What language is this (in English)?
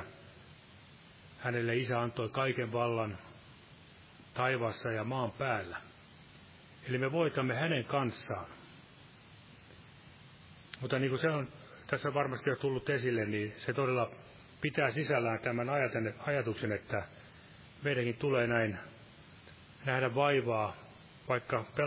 Finnish